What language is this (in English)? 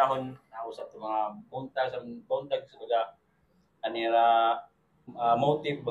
Waray